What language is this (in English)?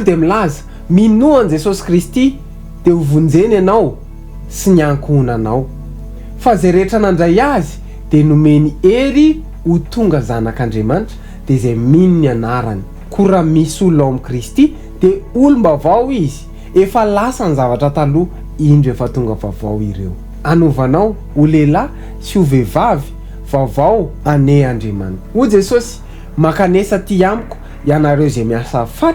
Malagasy